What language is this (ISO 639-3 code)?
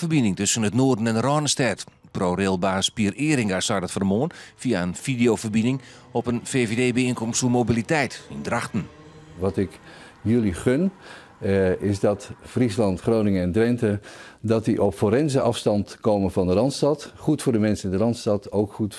fry